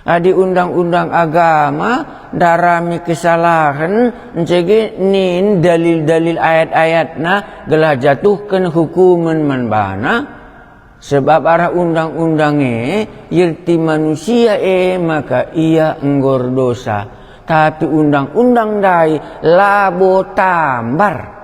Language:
Batak Karo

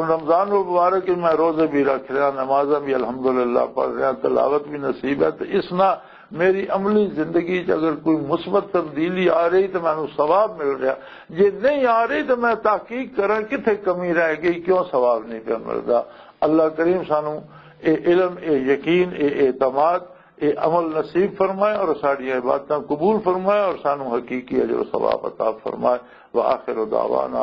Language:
Western Panjabi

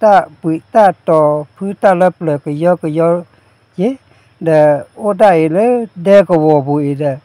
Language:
S'gaw Karen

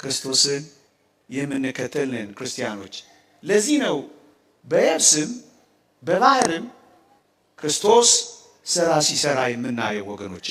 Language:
Amharic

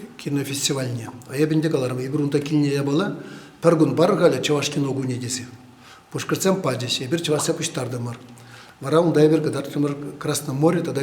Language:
Chuvash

